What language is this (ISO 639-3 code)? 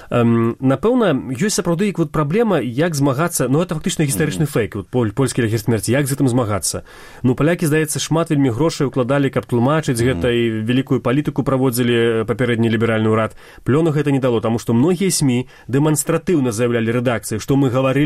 bel